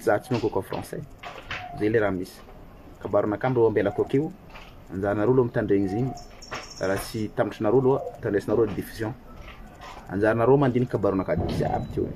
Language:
Malagasy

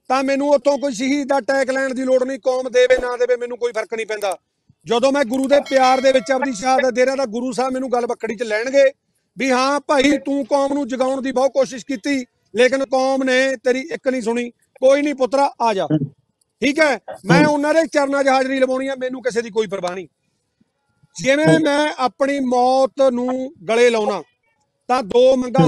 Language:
Punjabi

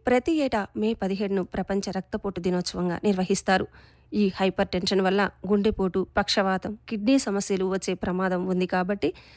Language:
Telugu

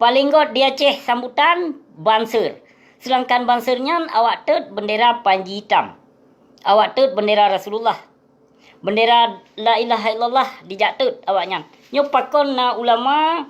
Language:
Achinese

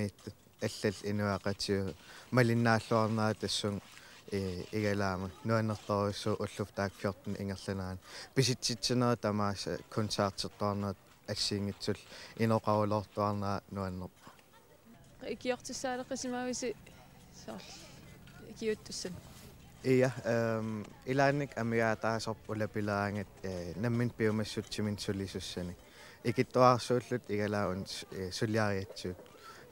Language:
Kalaallisut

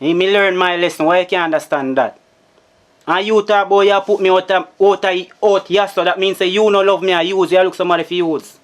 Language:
Jamaican Creole English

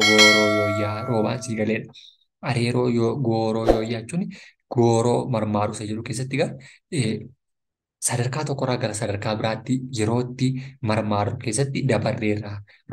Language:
Oromo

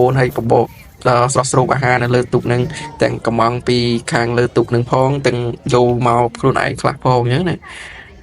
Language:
Khmer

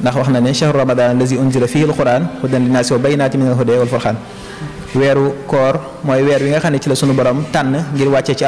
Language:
Wolof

